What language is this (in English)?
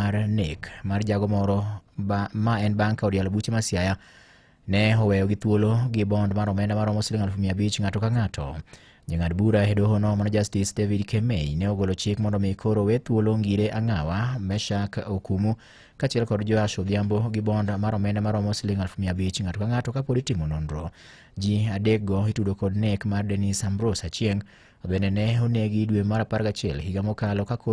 Luo (Kenya and Tanzania)